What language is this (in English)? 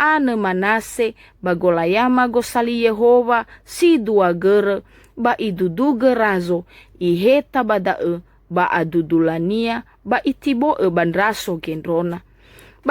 Nias